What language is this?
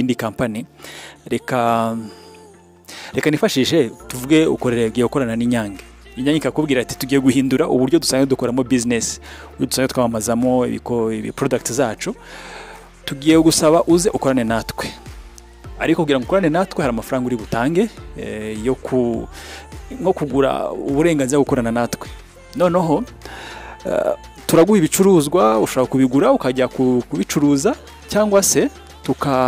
Kinyarwanda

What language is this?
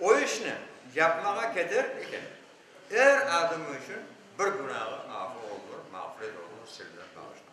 Crimean Tatar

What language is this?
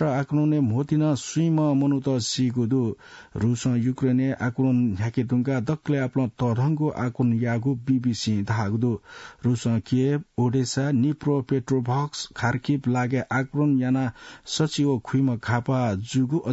Newari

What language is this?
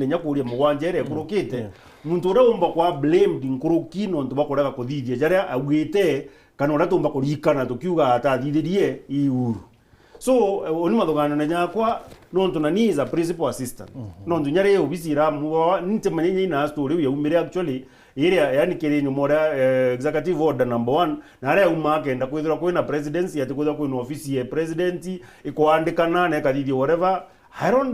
Meru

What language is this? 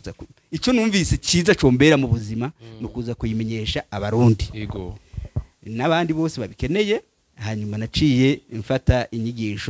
Rundi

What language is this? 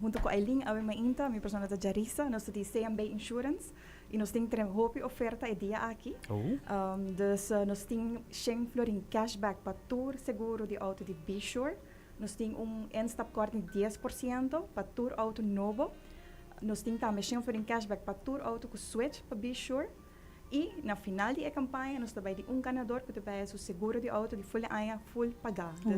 Papiamento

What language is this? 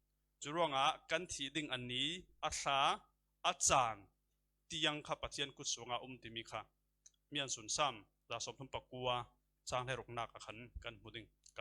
Falam Chin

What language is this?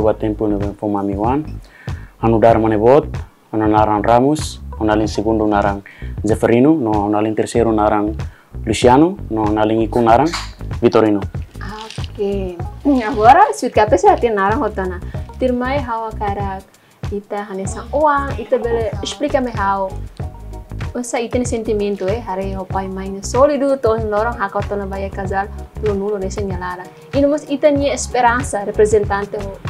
Tetum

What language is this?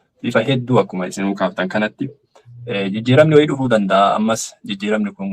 Oromo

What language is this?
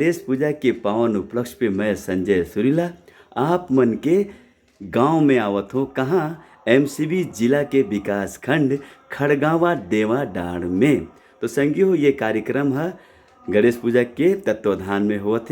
Chhattisgarhi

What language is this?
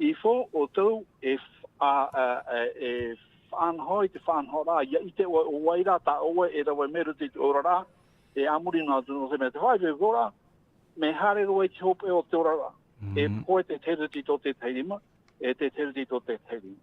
Tahitian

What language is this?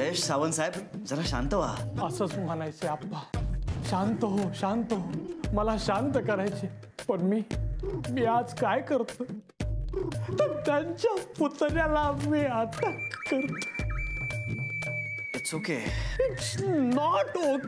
Marathi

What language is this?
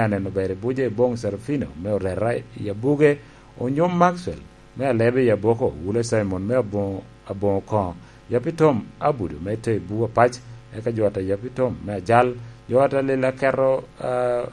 Lango (Uganda)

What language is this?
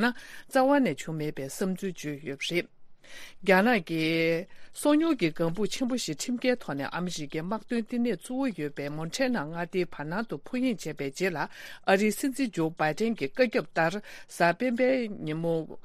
Tibetan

